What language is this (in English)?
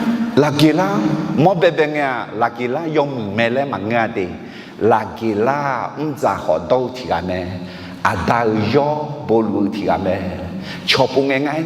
Akha